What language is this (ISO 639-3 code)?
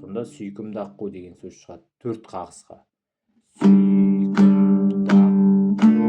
kaz